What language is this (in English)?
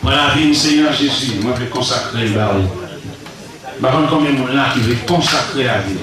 Haitian Creole